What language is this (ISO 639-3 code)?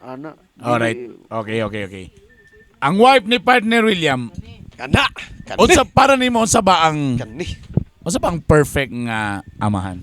ceb